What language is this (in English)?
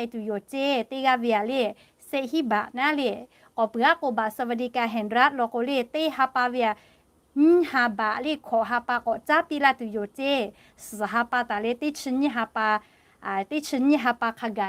Lahu